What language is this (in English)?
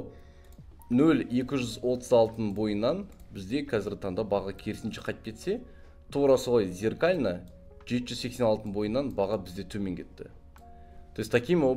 Kazakh